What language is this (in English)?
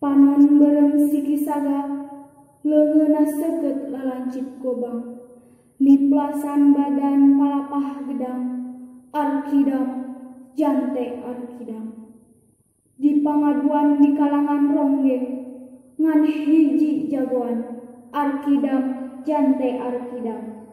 Sundanese